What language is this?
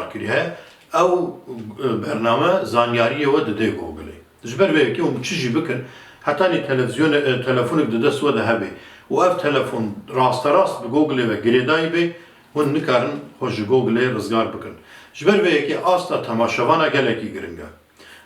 Kurdish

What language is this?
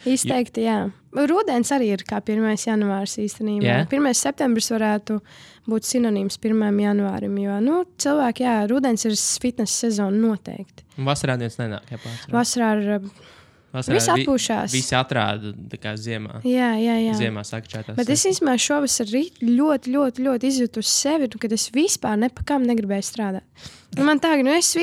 Latvian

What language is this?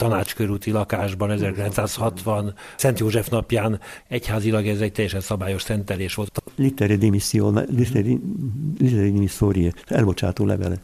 Hungarian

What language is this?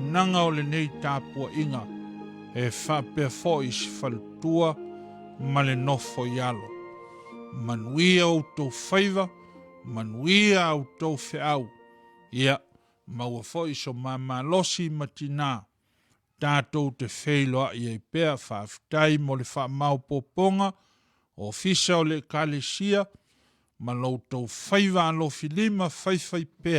Samoan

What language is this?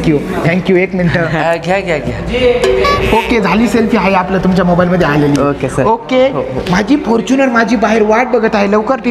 Marathi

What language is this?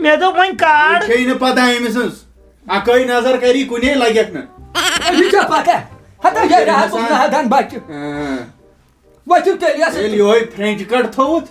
Kashmiri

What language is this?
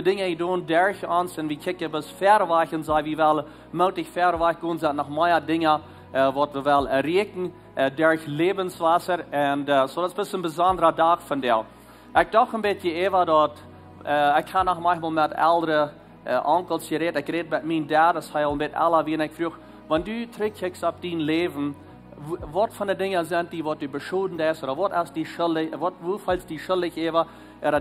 Plautdietsch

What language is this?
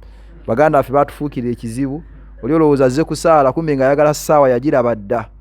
Ganda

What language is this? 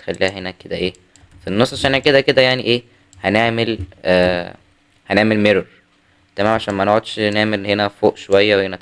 Egyptian Arabic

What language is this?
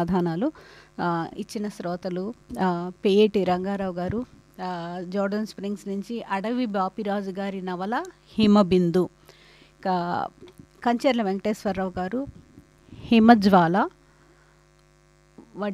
Telugu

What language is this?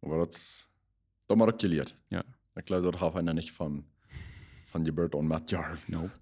Plautdietsch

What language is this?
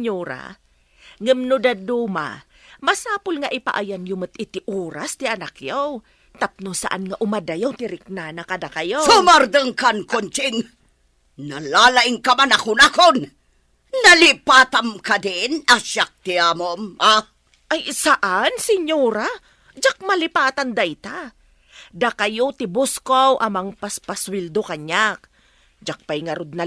Iloko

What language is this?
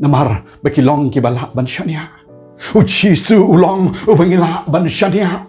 Khasi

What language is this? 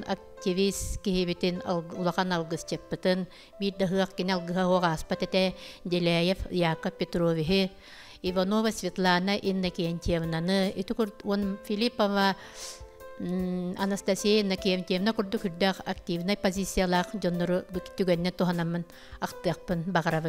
Yakut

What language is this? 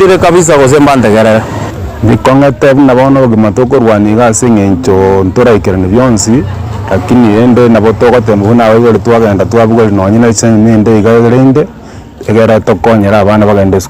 Gusii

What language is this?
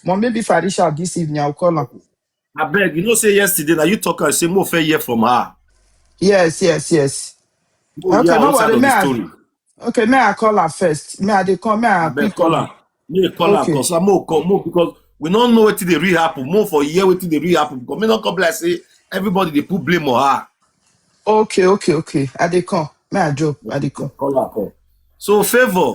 Nigerian Pidgin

